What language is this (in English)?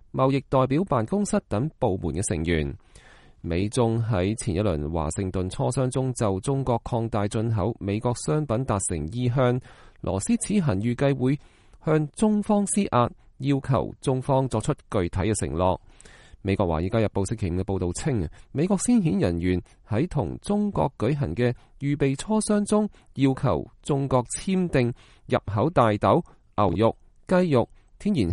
Cantonese